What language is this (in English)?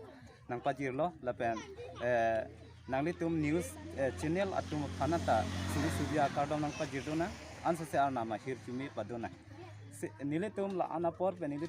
Karbi